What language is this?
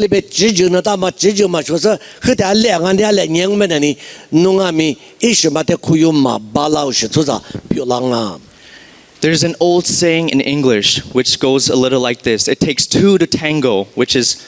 Lisu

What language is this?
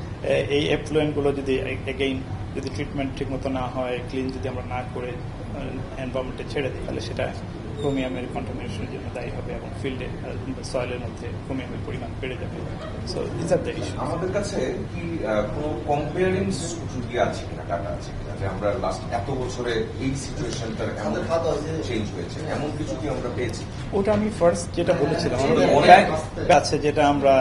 Bangla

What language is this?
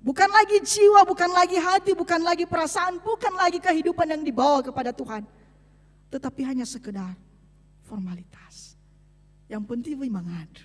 Nias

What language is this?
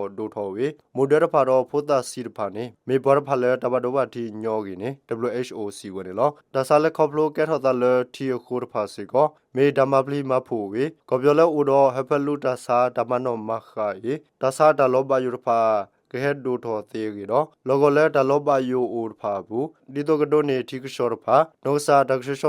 S'gaw Karen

